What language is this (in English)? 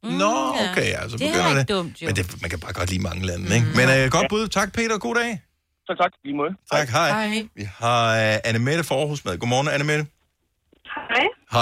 Danish